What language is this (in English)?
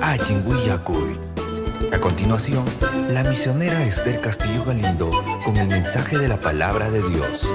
Ayacucho Quechua